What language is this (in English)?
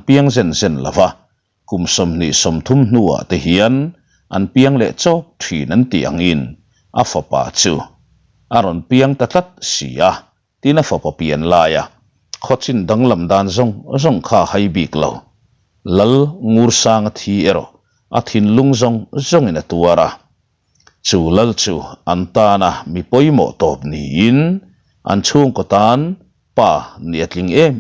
Mizo